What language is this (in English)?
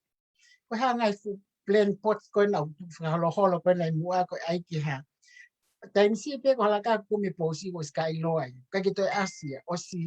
Tongan